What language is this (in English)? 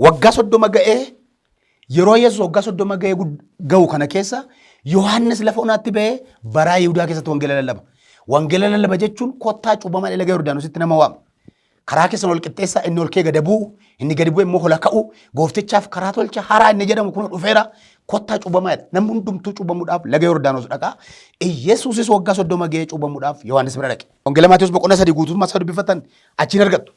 Oromo